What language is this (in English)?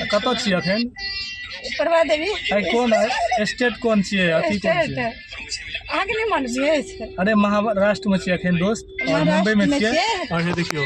Maithili